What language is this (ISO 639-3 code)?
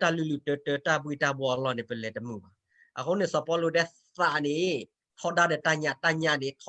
ksw